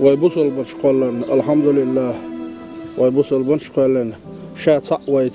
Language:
Chechen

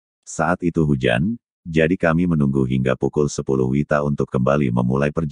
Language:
Indonesian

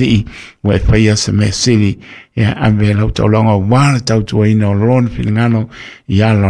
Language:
Samoan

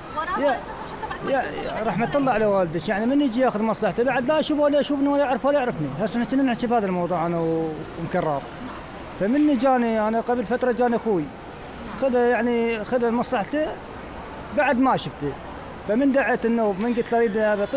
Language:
Mesopotamian Arabic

